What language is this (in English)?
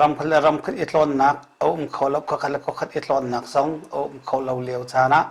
Hakha Chin